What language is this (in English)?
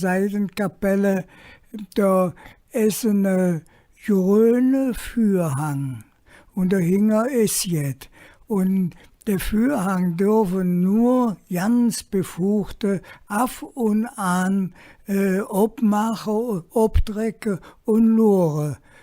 Colognian